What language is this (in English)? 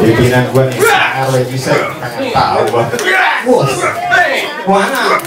Betawi